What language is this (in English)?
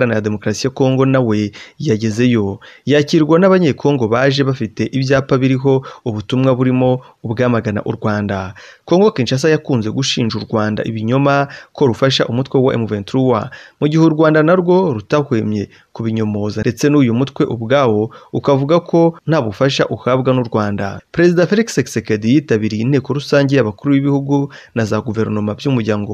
Kinyarwanda